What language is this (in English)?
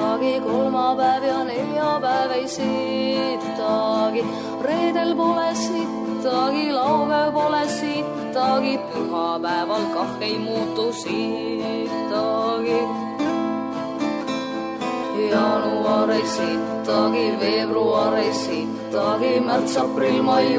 Estonian